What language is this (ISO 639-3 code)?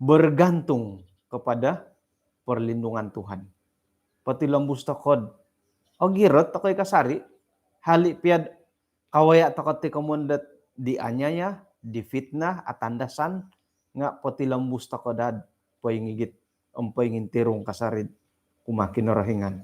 dtp